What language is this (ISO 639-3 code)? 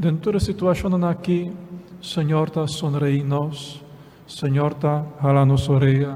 pap